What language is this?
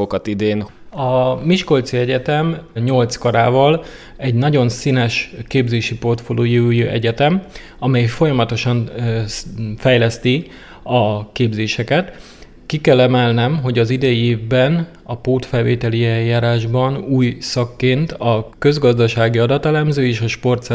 Hungarian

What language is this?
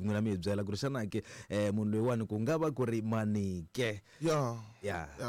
Tsonga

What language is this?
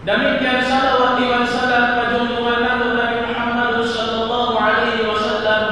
Tausug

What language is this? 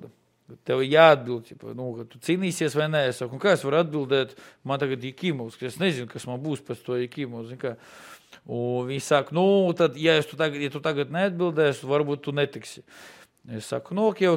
Latvian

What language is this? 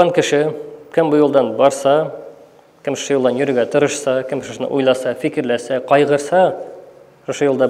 Tatar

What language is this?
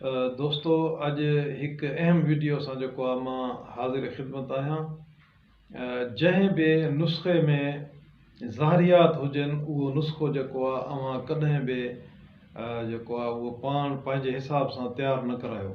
Sindhi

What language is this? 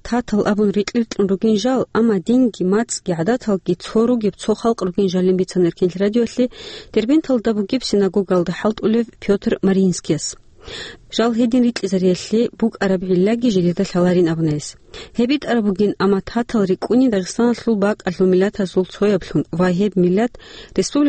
Avaric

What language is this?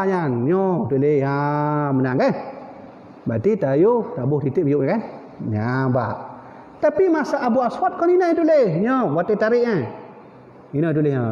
Achinese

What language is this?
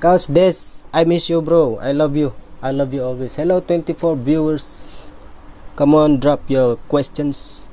Tausug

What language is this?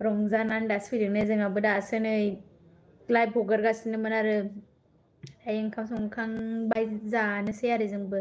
Bodo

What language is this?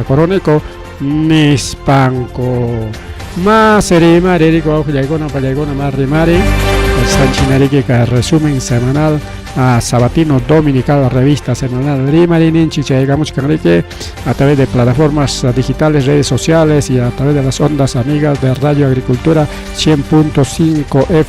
Ayacucho Quechua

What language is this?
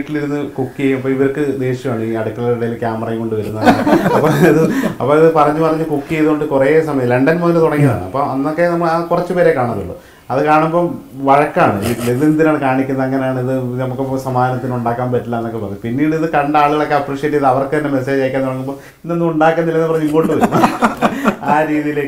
Malayalam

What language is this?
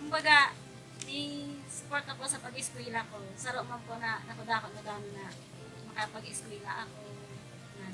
Bikol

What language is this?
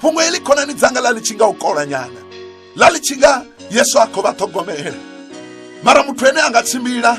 Venda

